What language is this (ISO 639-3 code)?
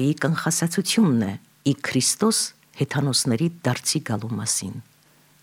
hye